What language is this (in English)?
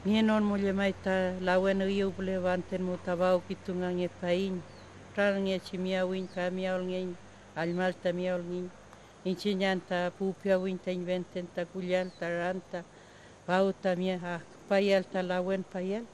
Mapuche